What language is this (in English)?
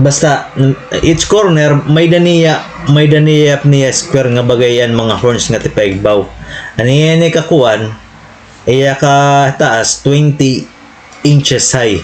Waray